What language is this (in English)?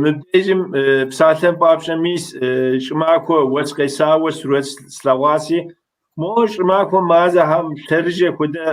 Kabardian